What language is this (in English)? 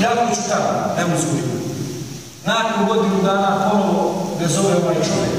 Bosnian